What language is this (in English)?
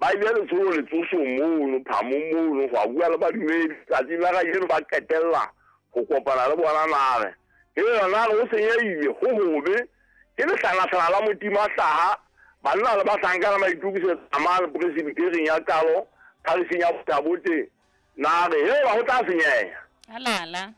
Southern Sotho